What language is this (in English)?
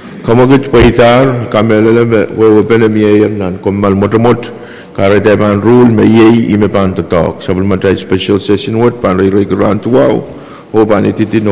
Pohnpeian